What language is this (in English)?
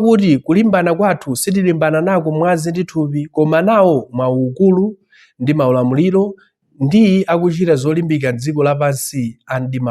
Nyanja